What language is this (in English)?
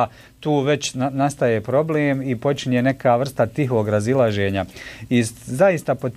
Bosnian